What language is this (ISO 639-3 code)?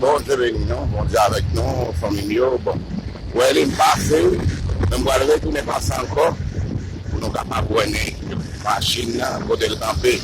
hat